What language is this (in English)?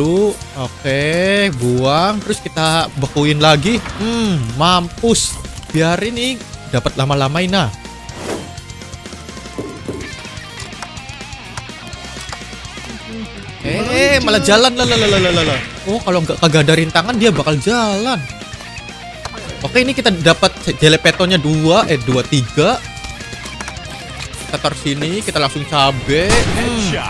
Indonesian